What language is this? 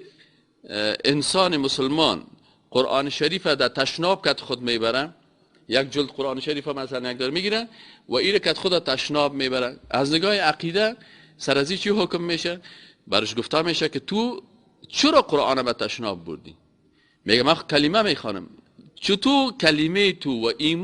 Persian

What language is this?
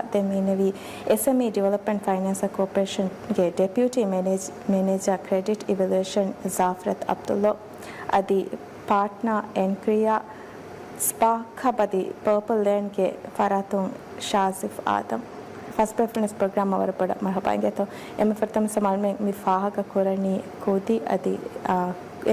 Divehi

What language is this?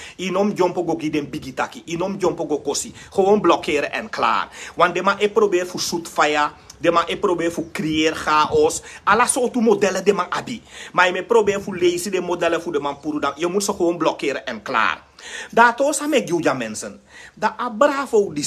Sranan Tongo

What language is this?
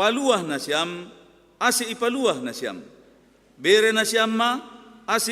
Batak Simalungun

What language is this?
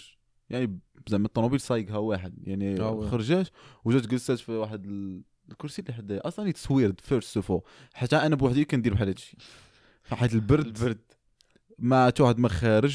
Moroccan Arabic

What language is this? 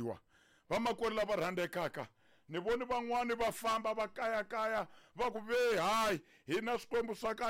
Tsonga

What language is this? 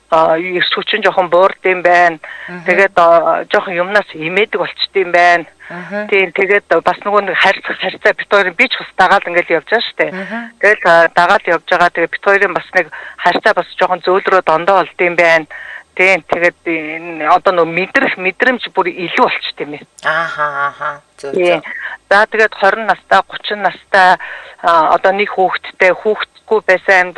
Mongolian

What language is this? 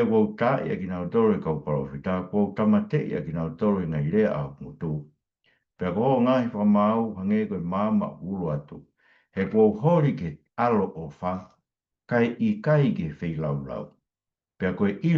Tongan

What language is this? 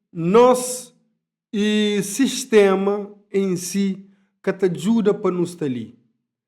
Kabuverdianu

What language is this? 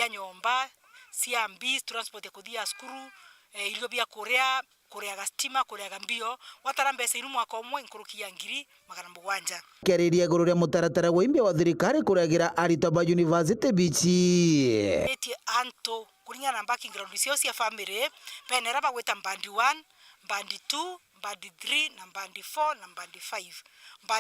Meru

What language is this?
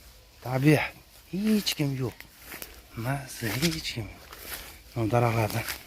Uzbek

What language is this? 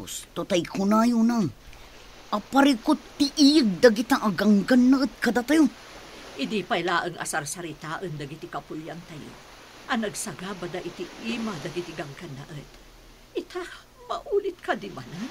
Iloko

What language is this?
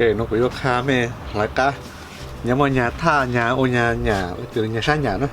Hmong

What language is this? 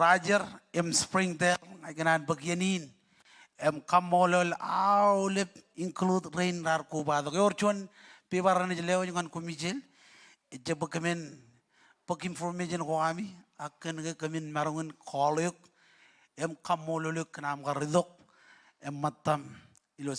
Marshallese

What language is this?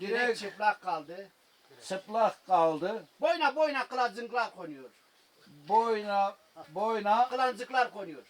Zaza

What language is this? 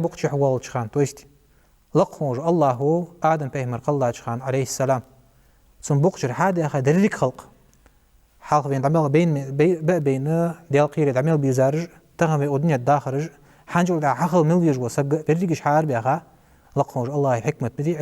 Ingush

